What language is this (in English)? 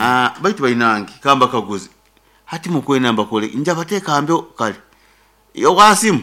Nyoro